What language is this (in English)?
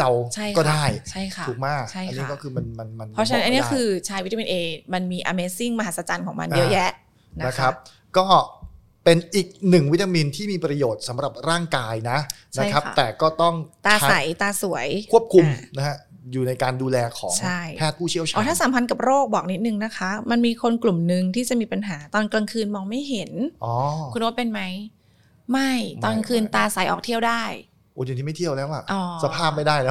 Thai